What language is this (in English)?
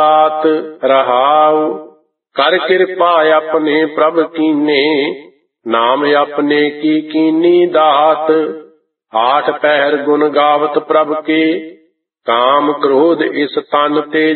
Punjabi